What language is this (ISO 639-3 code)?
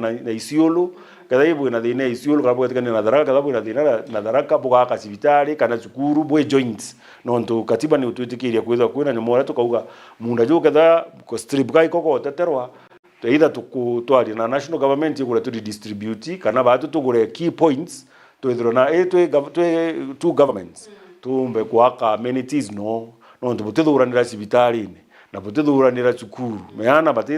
mer